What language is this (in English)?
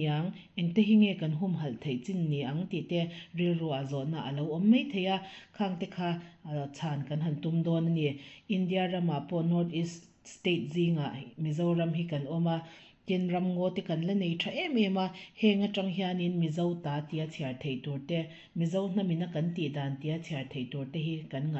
Mizo